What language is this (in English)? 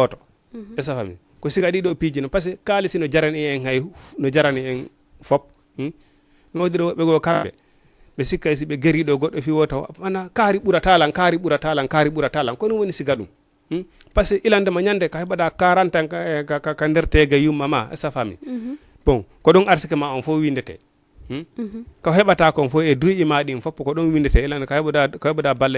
Fula